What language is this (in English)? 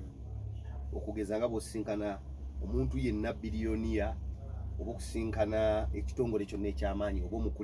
Ganda